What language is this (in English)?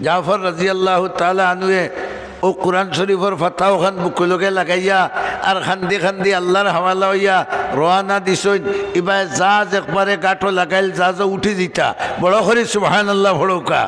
Sylheti